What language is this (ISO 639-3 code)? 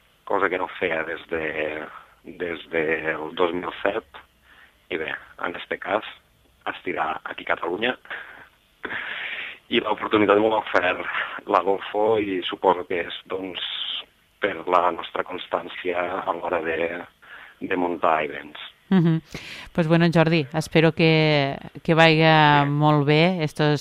cat